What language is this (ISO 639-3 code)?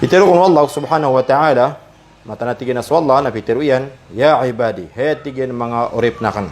mrw